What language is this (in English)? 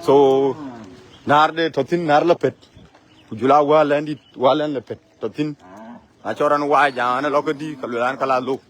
Dinka